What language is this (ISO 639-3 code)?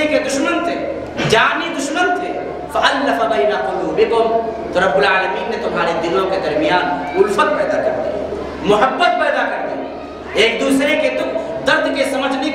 urd